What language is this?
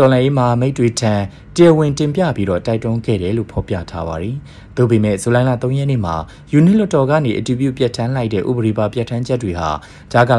Burmese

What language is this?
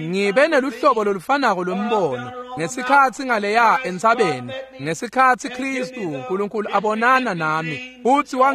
Swati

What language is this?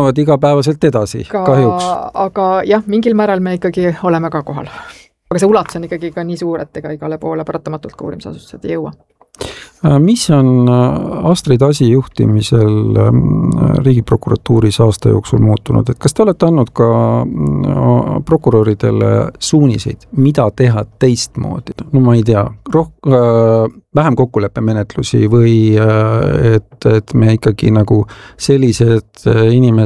Estonian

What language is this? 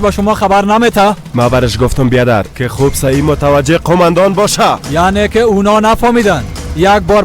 Persian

